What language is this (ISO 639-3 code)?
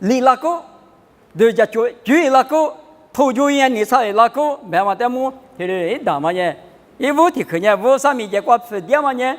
lis